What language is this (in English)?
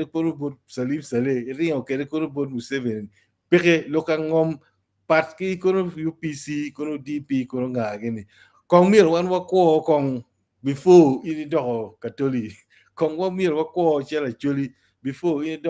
Acoli